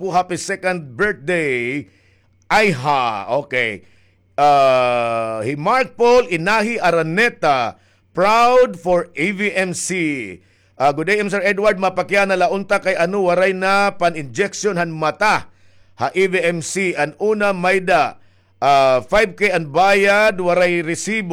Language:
Waray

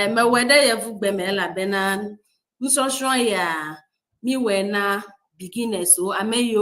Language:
Ewe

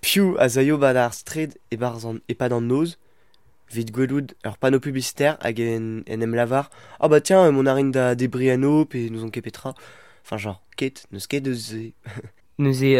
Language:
Breton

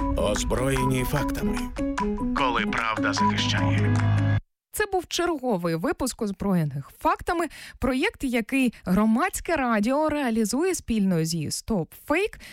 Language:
Ukrainian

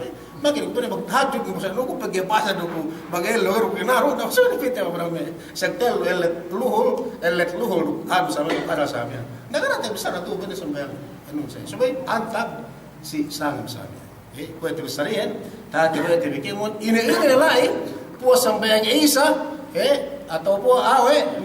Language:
Yakan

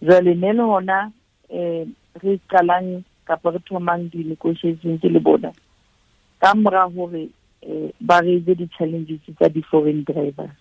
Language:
Southern Sotho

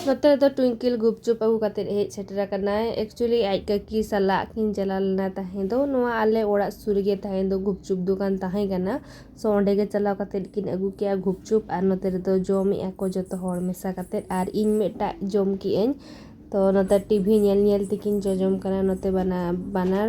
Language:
Santali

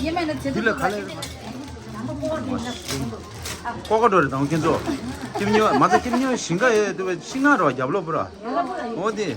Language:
Tibetan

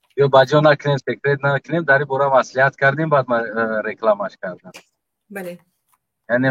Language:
Tajik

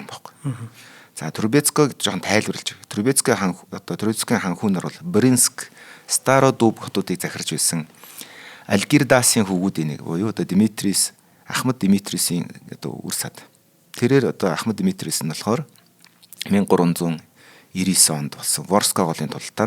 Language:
Mongolian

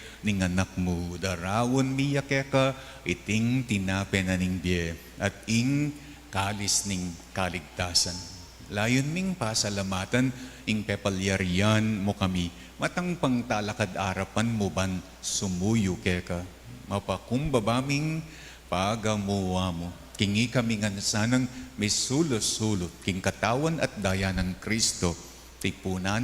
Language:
Pampanga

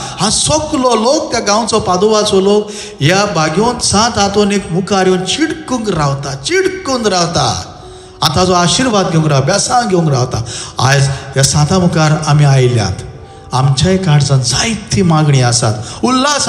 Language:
Konkani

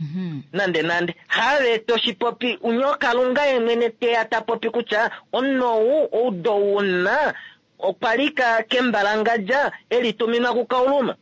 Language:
Kuanyama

